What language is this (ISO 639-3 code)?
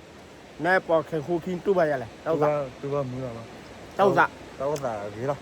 ksw